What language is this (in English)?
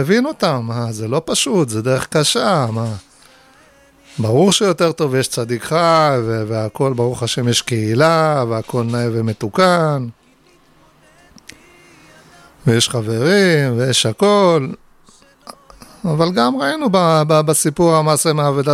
Hebrew